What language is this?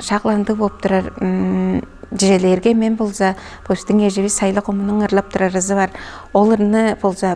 Tuvinian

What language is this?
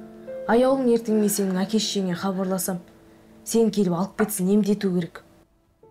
Kazakh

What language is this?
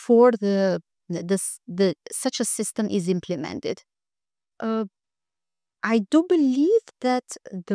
English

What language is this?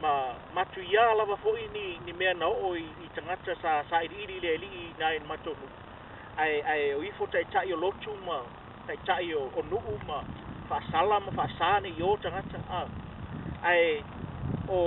Samoan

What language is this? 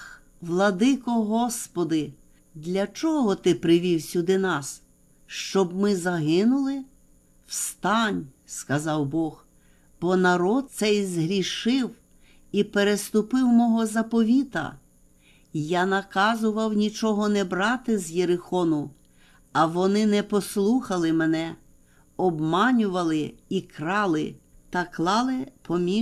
Ukrainian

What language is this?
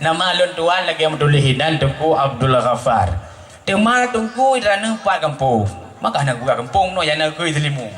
Achinese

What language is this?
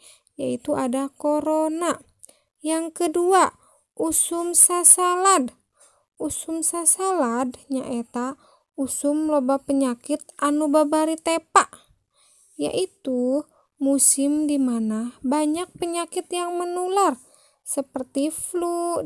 Sundanese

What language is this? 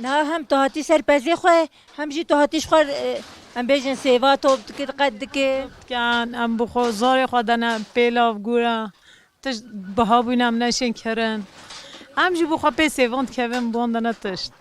Kurdish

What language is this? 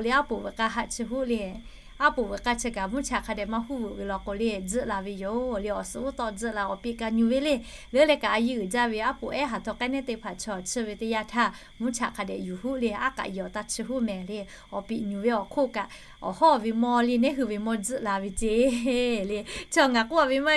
Lahu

